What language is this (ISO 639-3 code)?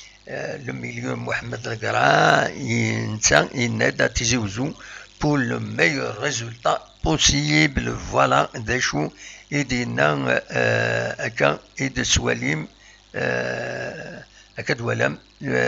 kab